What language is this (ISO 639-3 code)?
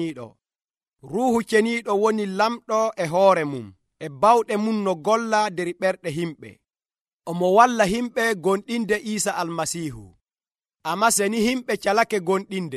fuv